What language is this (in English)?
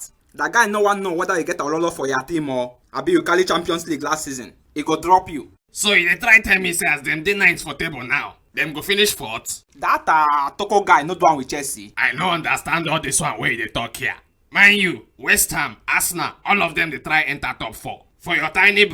Nigerian Pidgin